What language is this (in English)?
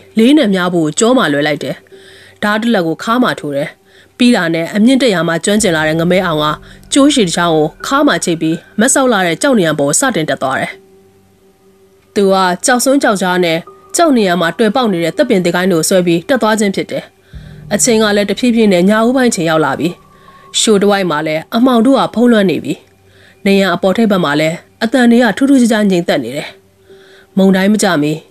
Burmese